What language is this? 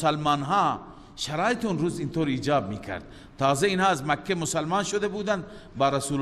Persian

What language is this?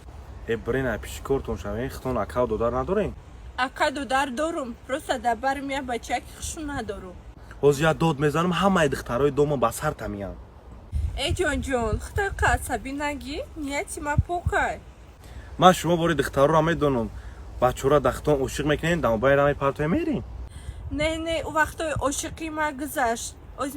Tajik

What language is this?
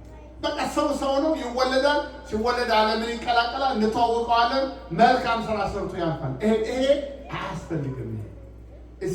Amharic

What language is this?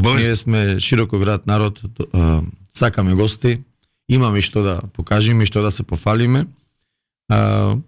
Macedonian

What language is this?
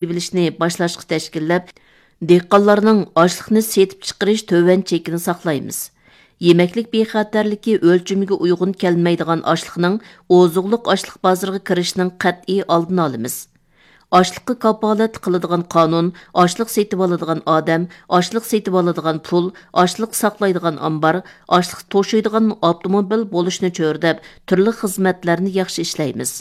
Uyghur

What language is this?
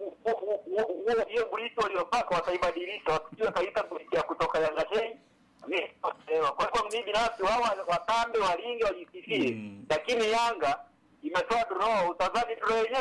Swahili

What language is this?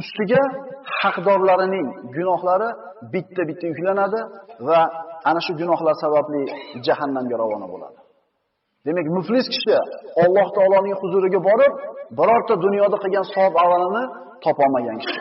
Uzbek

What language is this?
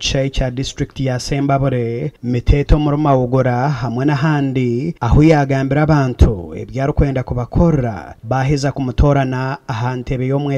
Nyankole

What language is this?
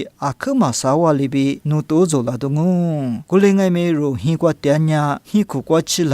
Lisu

